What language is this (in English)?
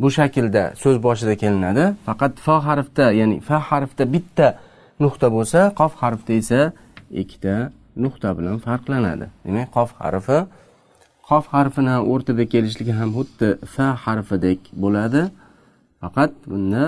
Uzbek